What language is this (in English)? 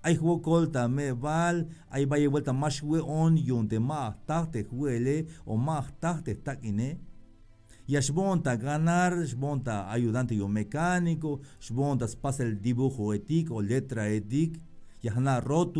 Tzeltal